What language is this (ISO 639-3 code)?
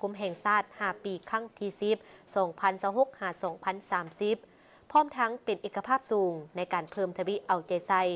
lao